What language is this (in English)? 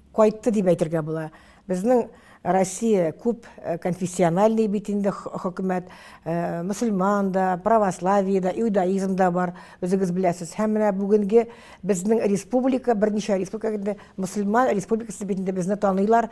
Tatar